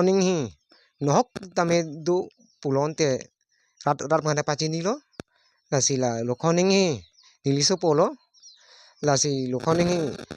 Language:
Karbi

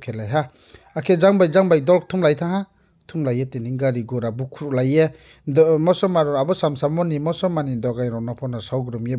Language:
Riang (India)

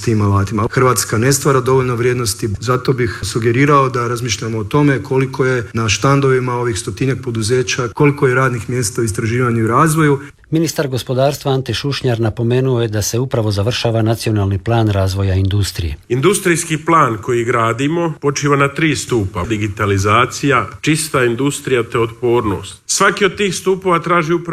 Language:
Croatian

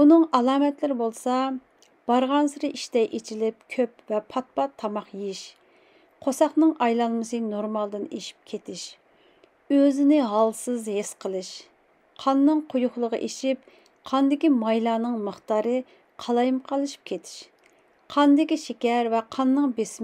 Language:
Uyghur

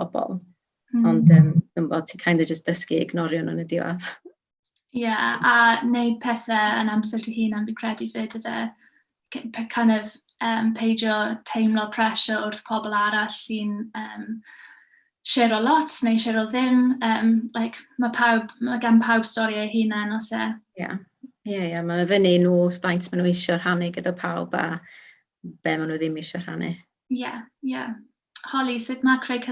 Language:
Welsh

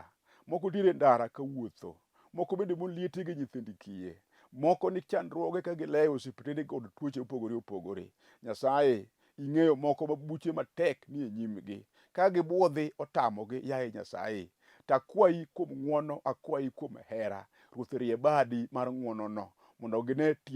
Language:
Luo (Kenya and Tanzania)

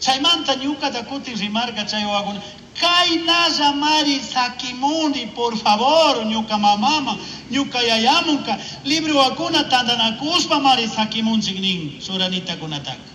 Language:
Chimborazo Highland Quichua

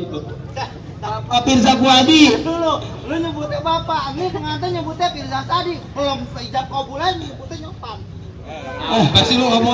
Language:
Betawi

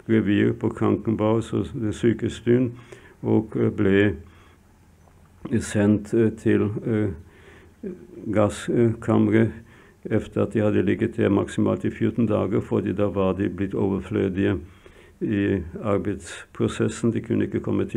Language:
Norwegian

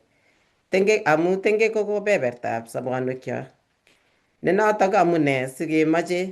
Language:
Kalenjin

